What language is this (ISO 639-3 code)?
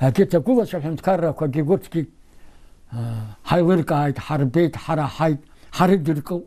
abk